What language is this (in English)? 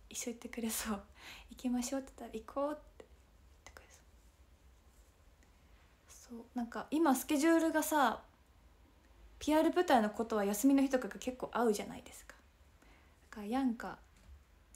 Japanese